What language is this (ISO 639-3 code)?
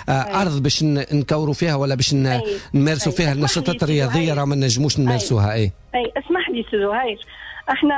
aeb